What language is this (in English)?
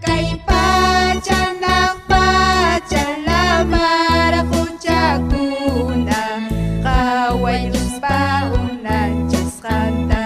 Ayacucho Quechua